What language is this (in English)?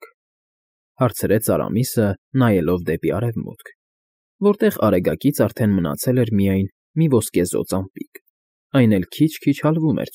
Armenian